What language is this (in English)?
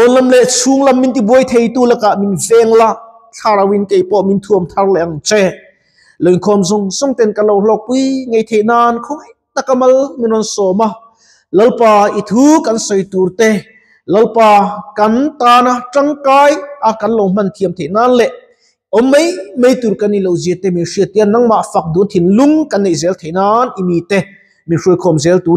Mizo